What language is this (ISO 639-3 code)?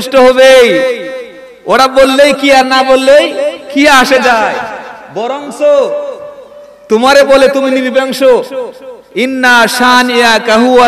ben